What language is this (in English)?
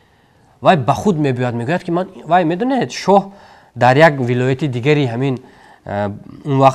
Tajik